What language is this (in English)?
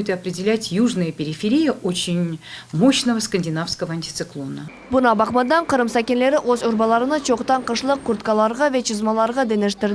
Crimean Tatar